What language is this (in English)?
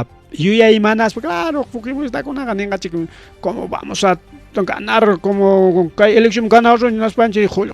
Ayacucho Quechua